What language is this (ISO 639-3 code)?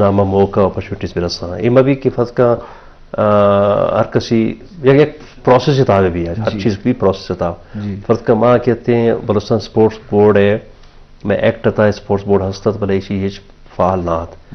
bal